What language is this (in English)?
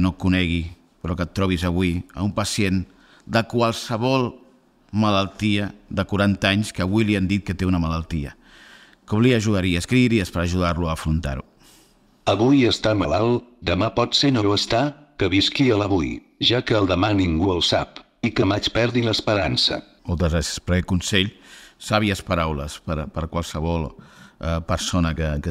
Catalan